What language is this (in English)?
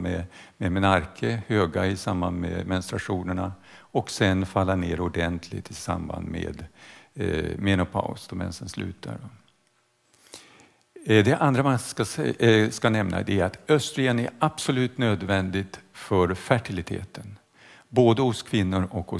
Swedish